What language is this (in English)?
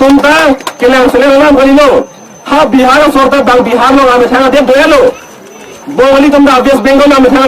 Karbi